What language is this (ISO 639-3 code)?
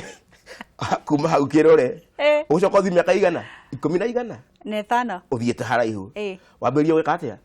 kik